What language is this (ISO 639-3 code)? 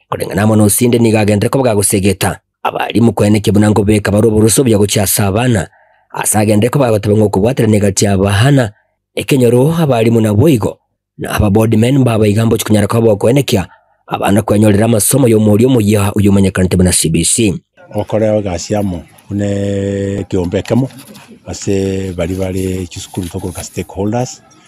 guz